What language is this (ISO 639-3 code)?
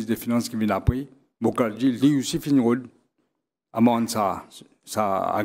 mfe